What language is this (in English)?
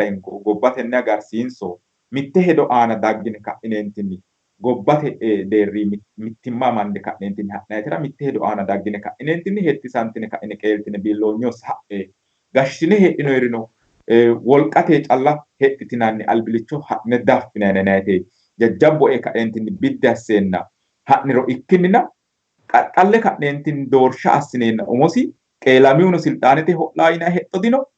Sidamo